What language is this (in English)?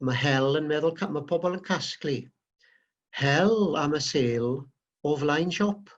Welsh